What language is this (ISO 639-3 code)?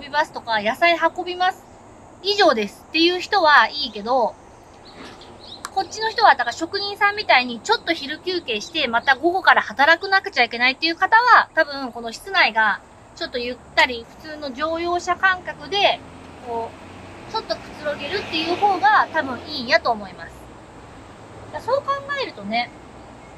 jpn